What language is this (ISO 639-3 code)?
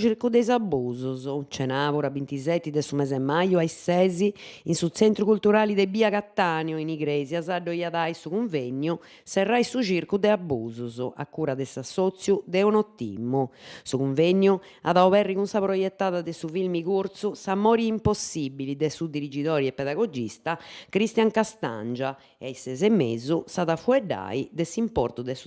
srd